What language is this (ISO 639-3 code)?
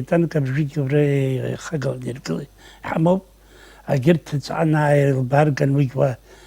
abk